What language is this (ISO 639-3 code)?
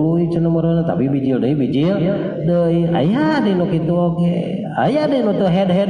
sun